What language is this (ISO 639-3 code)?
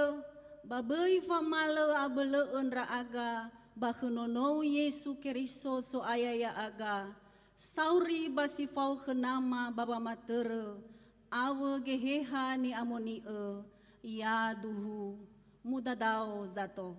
nia